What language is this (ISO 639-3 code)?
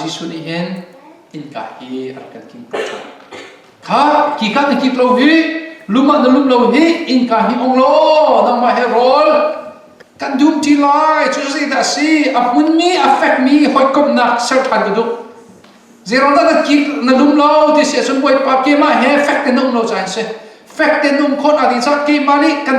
cnh